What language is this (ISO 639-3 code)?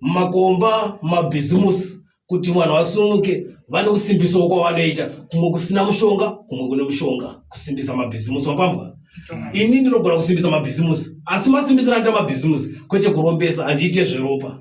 sna